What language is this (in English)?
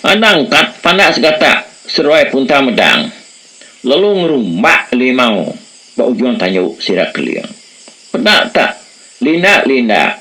Iban